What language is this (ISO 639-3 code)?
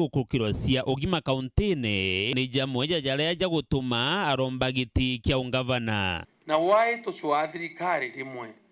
mer